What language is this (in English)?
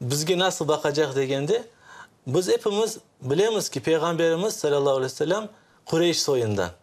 Crimean Tatar